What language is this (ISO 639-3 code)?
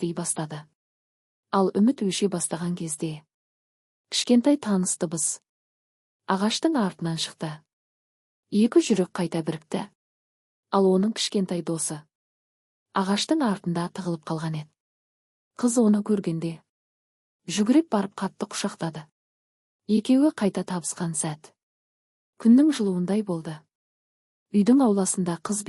kaz